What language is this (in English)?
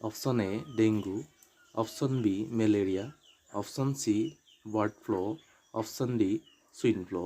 Assamese